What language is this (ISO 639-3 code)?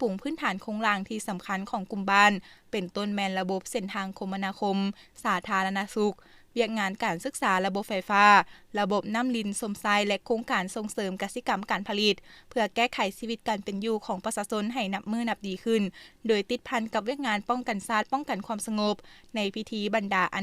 lao